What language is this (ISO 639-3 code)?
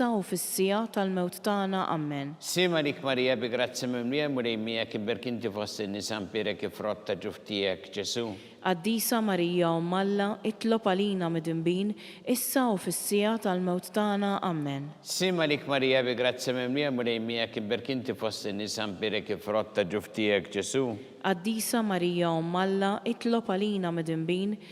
mlt